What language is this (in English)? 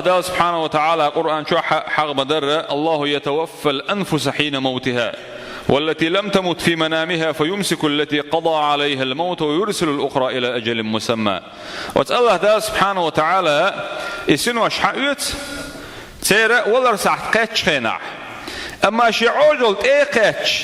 Chechen